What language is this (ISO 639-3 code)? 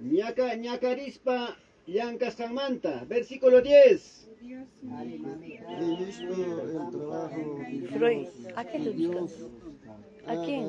quy